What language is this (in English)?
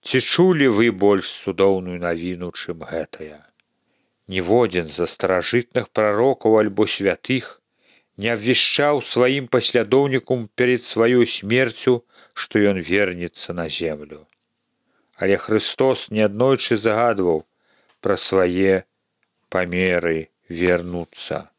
Belarusian